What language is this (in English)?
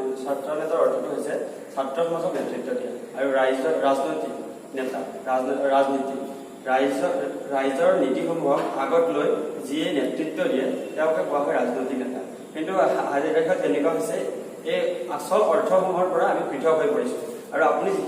Assamese